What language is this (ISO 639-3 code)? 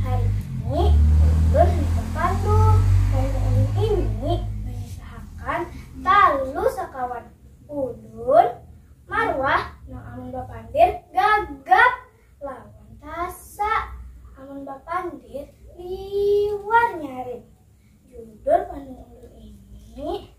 bjn